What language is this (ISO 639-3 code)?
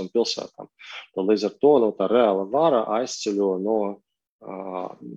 lav